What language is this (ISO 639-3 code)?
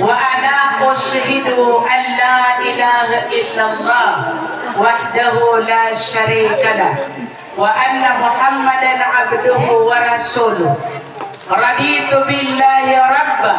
mrw